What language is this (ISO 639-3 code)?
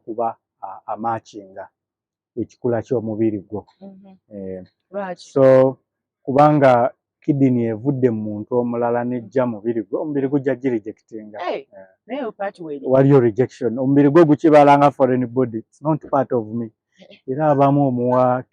lug